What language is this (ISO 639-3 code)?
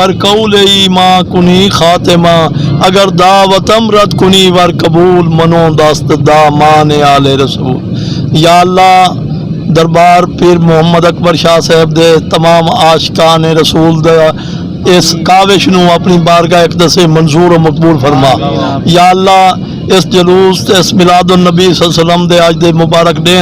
skr